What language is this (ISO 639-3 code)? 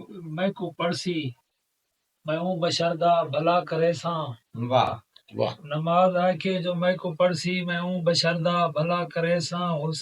skr